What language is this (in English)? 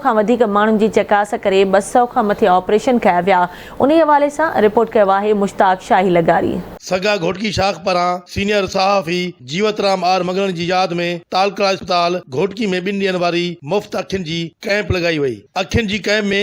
Sindhi